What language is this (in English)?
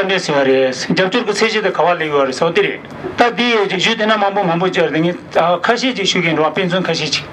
Tibetan